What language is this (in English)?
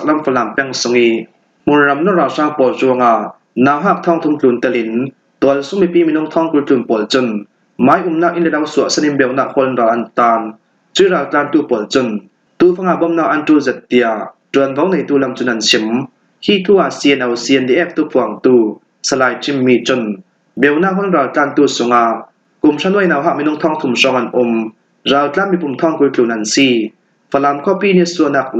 Falam Chin